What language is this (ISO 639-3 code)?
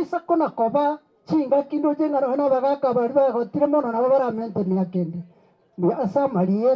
guz